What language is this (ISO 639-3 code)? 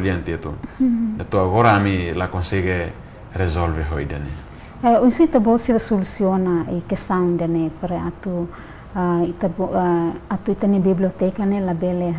tet